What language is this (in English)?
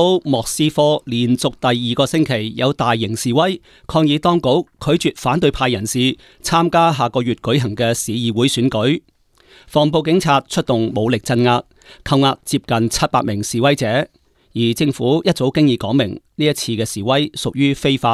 Cantonese